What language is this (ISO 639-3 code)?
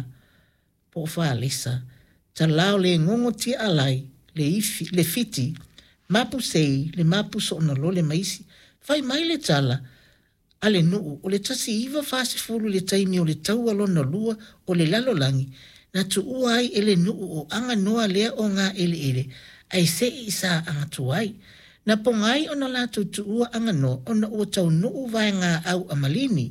smo